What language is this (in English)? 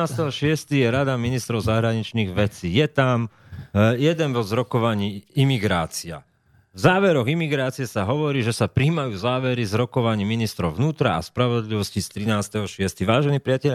Slovak